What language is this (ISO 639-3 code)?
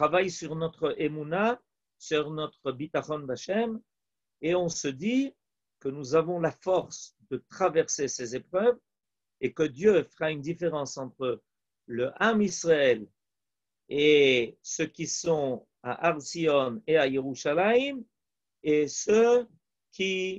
fra